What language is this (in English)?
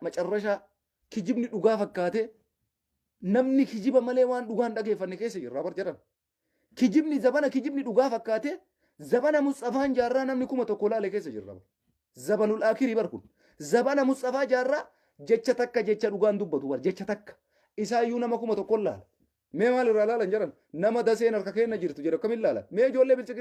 Oromo